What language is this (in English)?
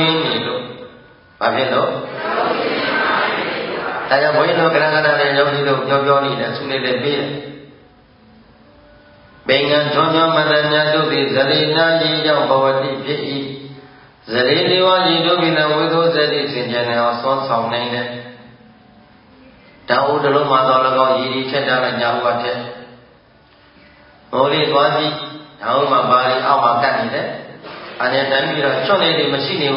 Burmese